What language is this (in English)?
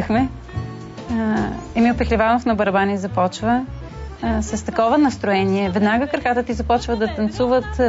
Bulgarian